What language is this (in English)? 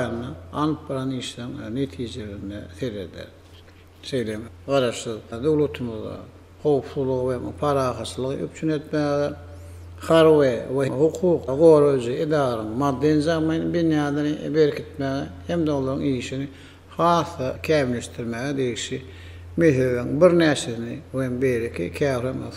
Turkmen